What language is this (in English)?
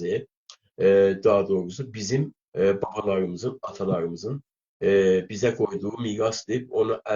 South Azerbaijani